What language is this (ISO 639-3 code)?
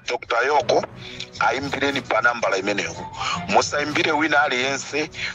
nya